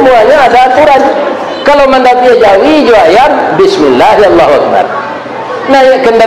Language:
Minangkabau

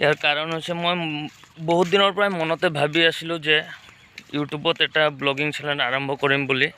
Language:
Assamese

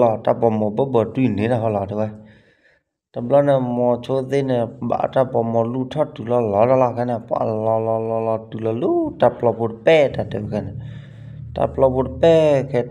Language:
S'gaw Karen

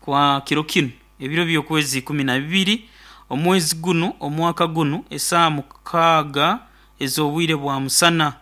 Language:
Nyoro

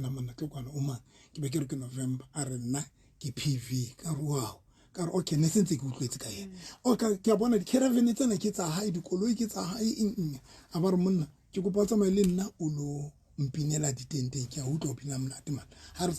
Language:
Southern Sotho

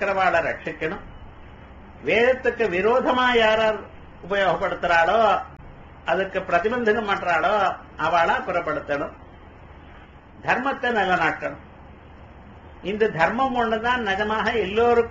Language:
Tamil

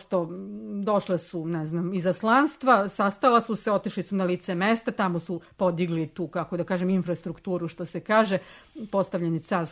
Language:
Serbian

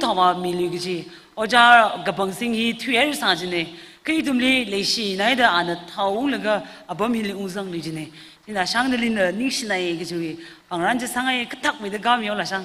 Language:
Tangkhul Naga (India)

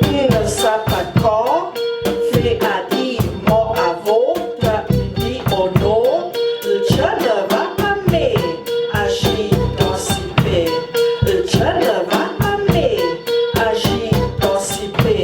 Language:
Ladin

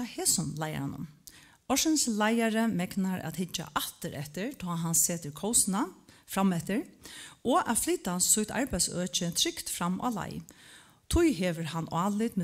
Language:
Faroese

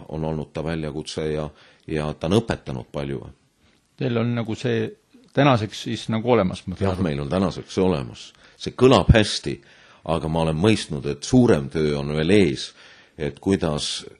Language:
Estonian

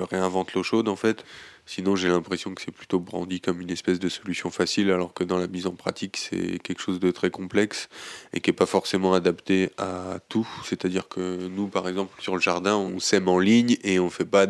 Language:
French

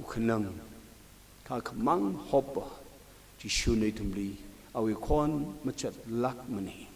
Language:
Tangkhul Naga (India)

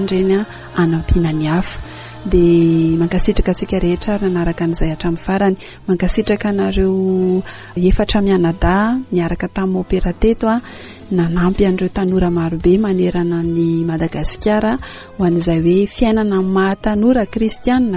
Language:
Malagasy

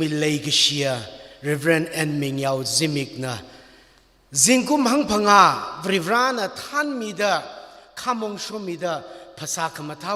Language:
Tangkhul Naga (India)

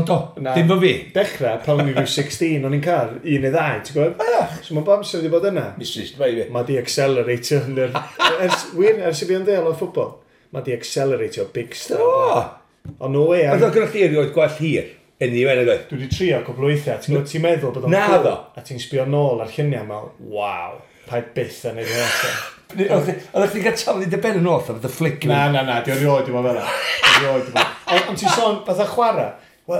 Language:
Welsh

